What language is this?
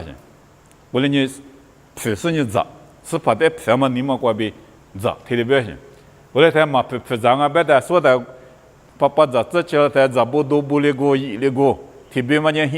Lisu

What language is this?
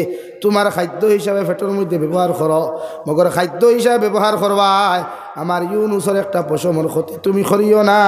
Sylheti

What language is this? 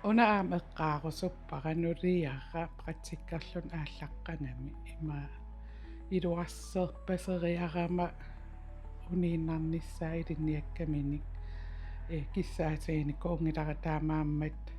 Kalaallisut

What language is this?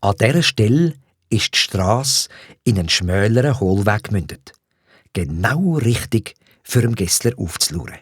Swiss German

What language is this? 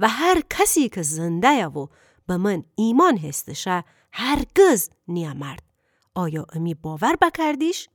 Gilaki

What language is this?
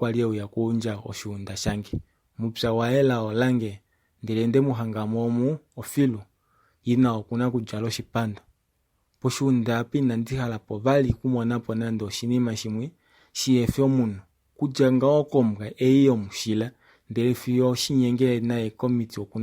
Kuanyama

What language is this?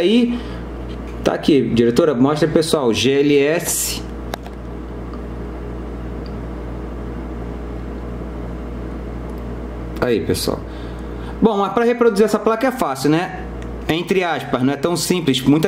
Portuguese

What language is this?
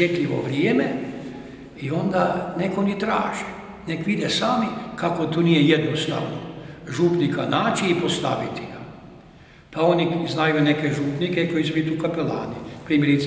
Croatian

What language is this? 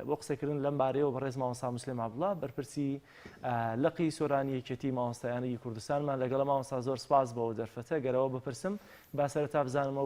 Central Kurdish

